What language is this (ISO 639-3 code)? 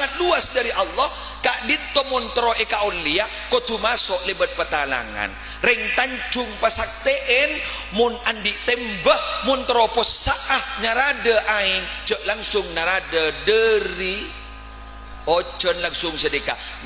mad